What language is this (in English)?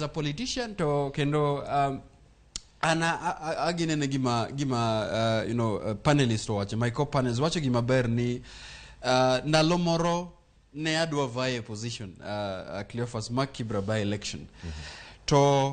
Luo (Kenya and Tanzania)